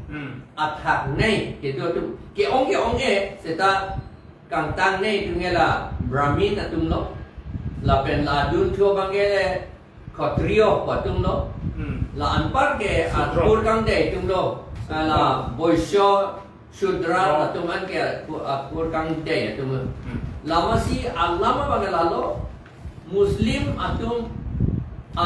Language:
Karbi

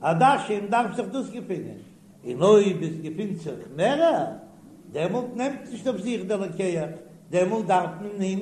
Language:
Yiddish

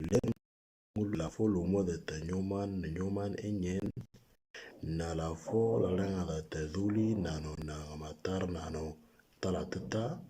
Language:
Moro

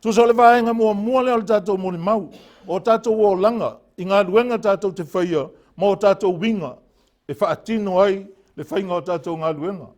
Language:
Samoan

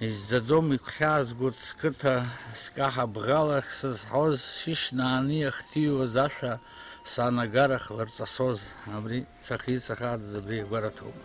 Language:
Abkhazian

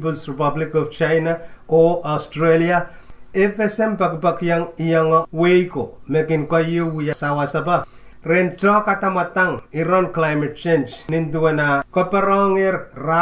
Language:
Pohnpeian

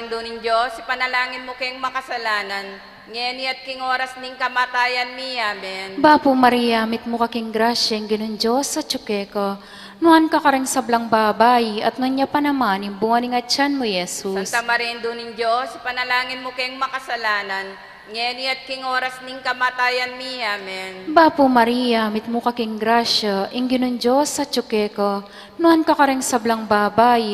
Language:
Pampanga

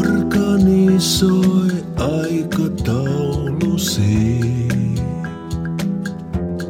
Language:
Finnish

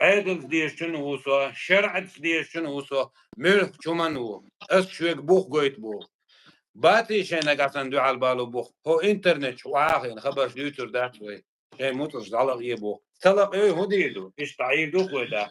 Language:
Chechen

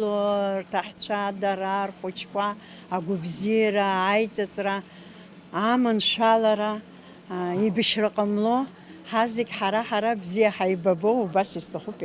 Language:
Abkhazian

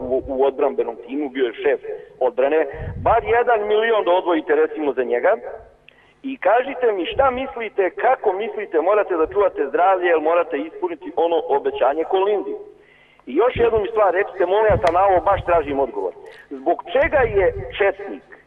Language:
Serbian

